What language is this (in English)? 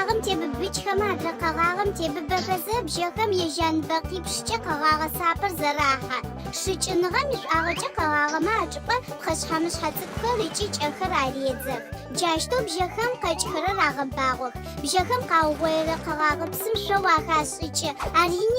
Adyghe